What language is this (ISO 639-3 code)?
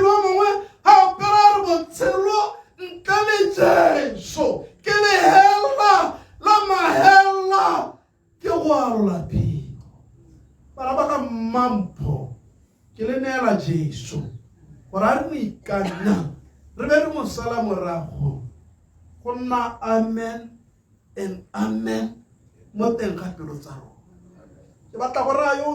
tsn